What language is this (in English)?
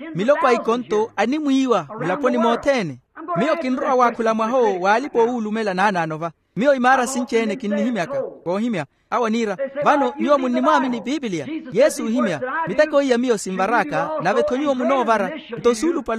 Makhuwa